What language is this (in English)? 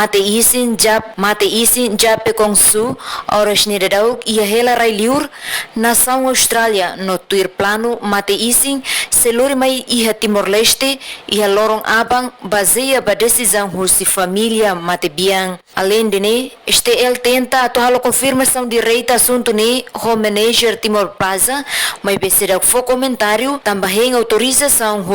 Tetum